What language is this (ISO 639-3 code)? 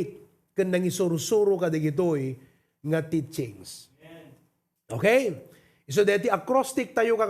ilo